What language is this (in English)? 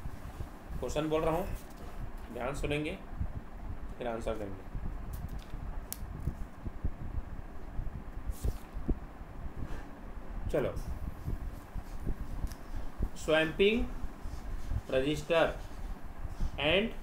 Hindi